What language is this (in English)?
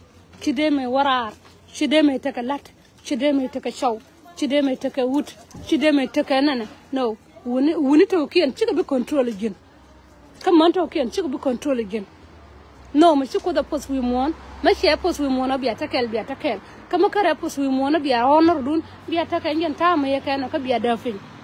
Nuer